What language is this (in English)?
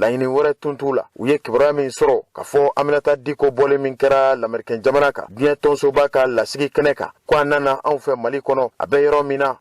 Bambara